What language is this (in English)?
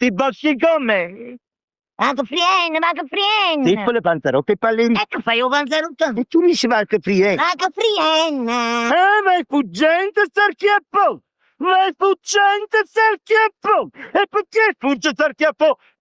Neapolitan